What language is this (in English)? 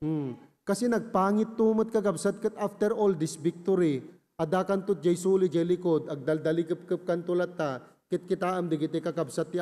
Iloko